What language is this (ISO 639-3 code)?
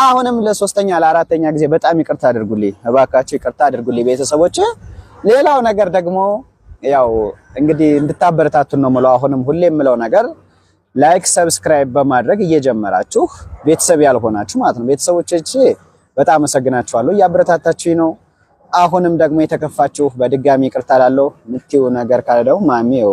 amh